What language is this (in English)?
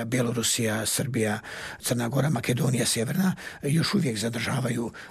Croatian